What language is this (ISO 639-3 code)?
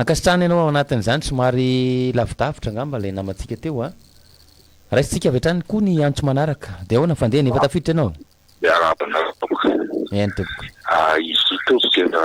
mlg